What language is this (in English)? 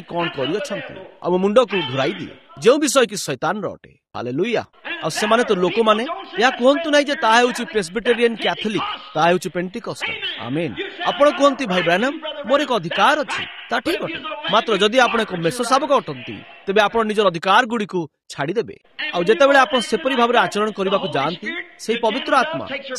Odia